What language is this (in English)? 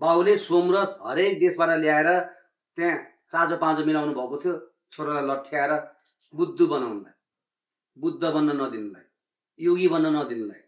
Nepali